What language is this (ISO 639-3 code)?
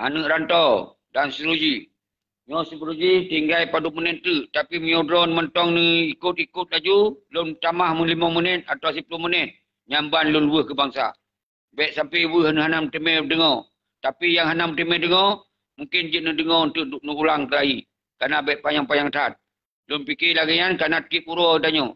ace